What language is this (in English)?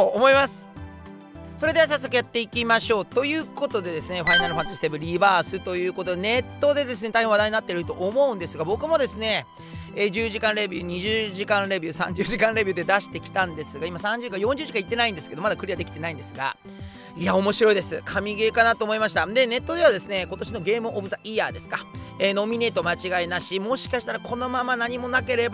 Japanese